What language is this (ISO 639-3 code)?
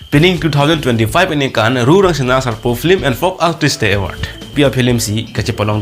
mjw